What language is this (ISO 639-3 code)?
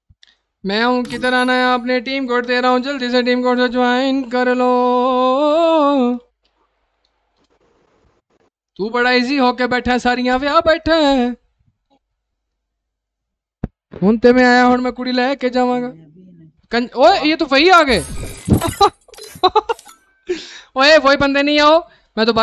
hin